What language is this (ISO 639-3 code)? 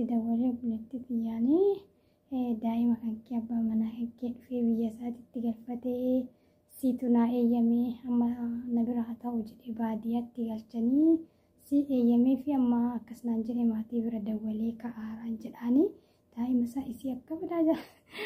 orm